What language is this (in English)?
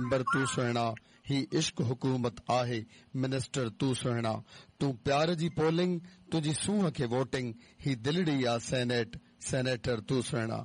Sindhi